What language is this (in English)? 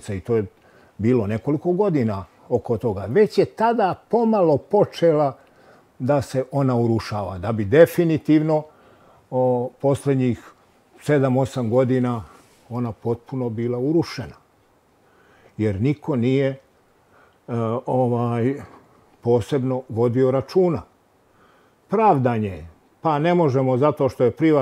Bosnian